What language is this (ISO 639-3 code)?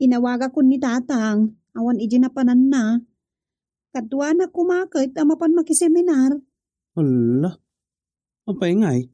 ilo